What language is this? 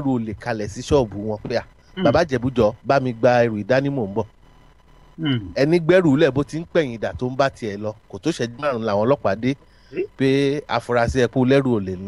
Yoruba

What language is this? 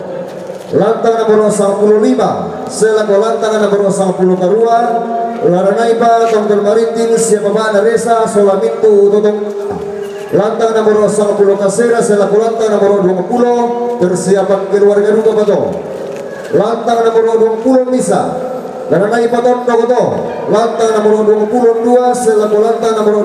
Toraja-Sa'dan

